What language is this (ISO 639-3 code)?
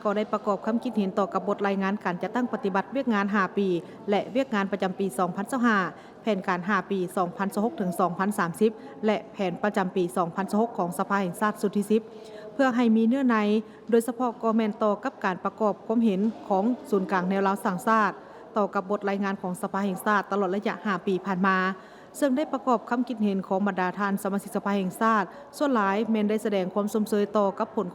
lao